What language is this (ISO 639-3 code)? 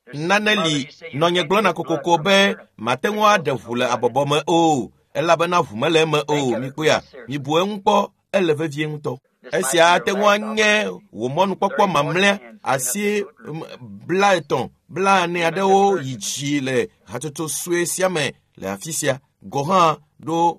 ewe